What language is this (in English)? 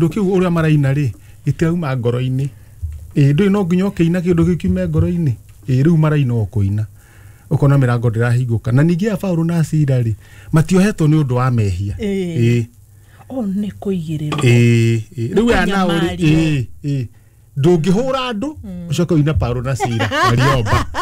Kikuyu